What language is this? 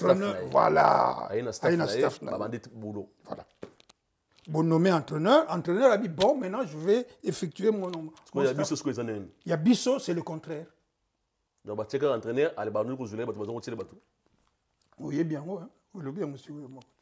French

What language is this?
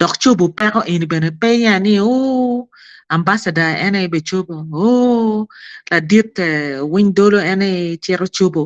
Acoli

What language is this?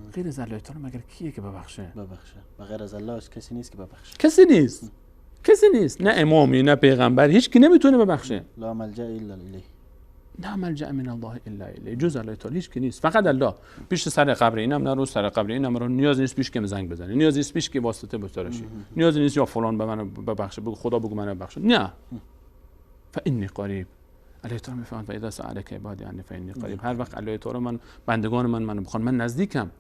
Persian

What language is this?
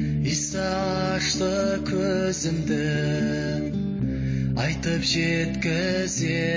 Kazakh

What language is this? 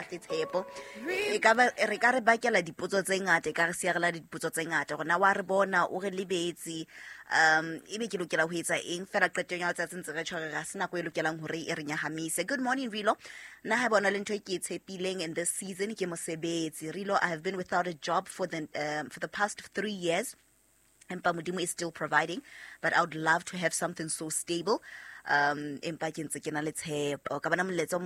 Southern Sotho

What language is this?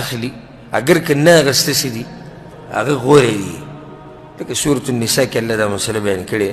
Pashto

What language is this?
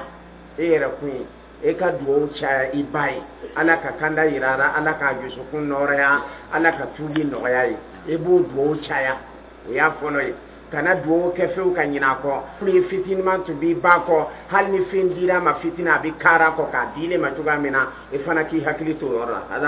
Dyula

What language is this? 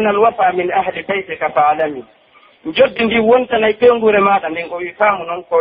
Pular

